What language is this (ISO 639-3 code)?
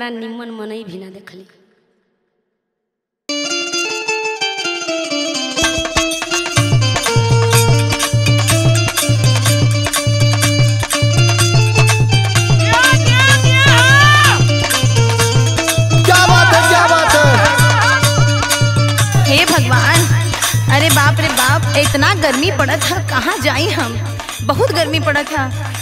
bho